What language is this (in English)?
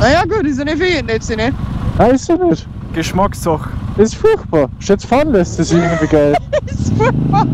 Bavarian